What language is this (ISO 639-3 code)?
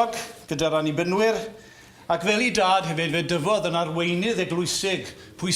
cym